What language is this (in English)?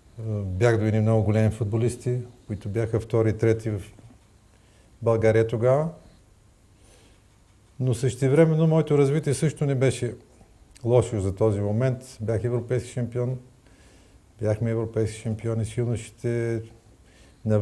Bulgarian